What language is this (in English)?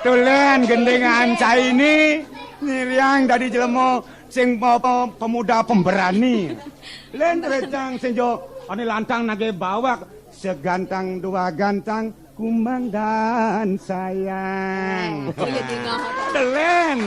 Balinese